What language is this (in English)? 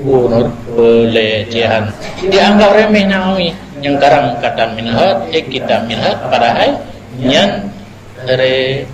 Achinese